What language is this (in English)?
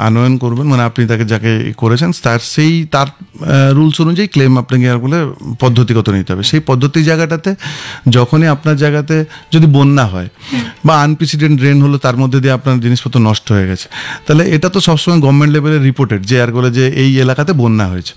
Bangla